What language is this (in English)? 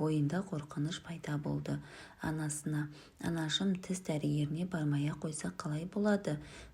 Kazakh